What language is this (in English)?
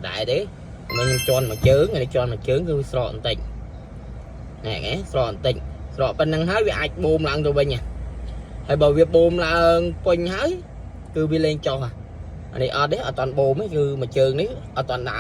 Khmer